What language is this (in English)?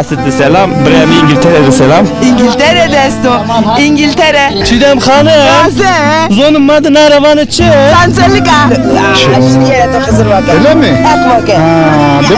Zaza